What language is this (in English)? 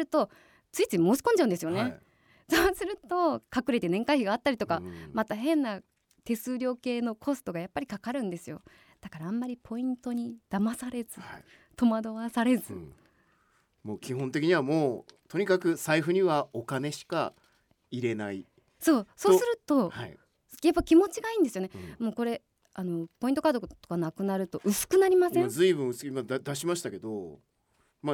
Japanese